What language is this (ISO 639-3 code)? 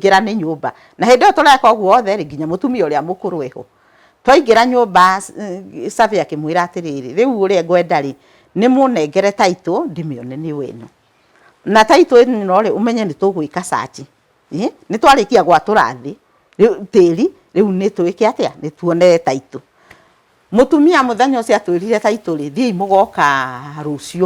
kik